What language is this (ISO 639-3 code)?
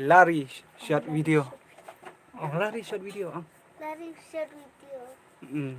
kha